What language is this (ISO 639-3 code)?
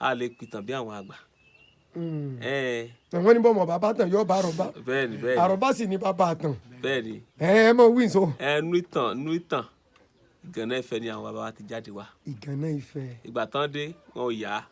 yor